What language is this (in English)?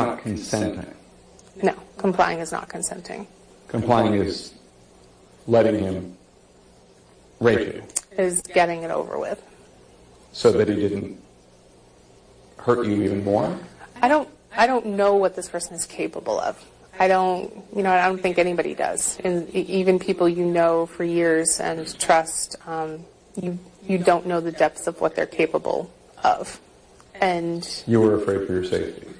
English